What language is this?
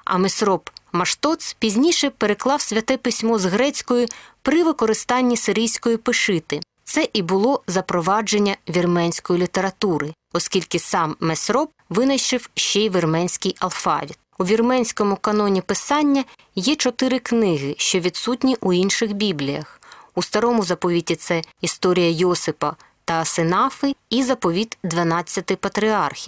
Ukrainian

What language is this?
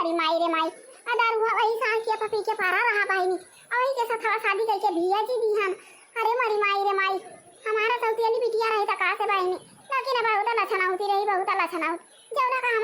Awadhi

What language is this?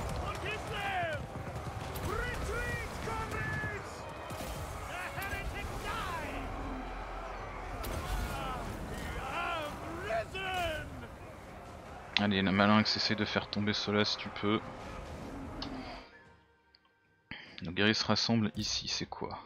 French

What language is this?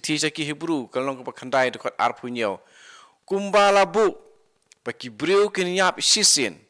Khasi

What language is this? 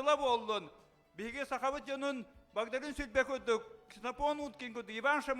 Yakut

